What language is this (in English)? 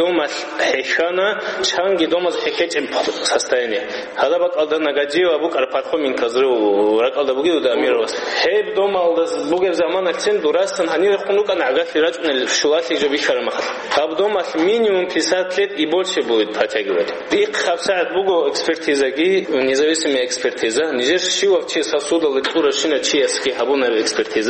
Avaric